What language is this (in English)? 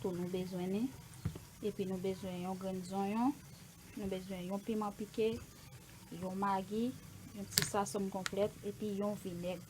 Haitian Creole